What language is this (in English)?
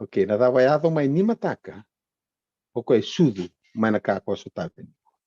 Fijian